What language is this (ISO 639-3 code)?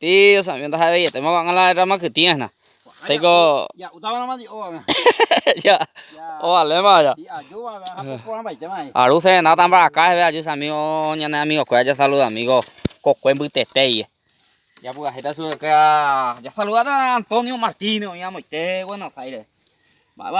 grn